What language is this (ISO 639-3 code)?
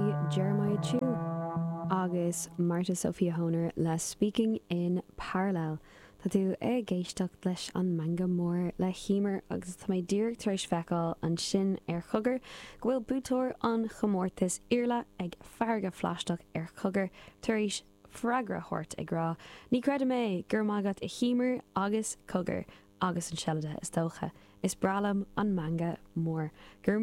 gle